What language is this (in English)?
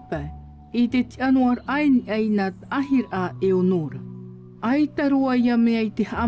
Tahitian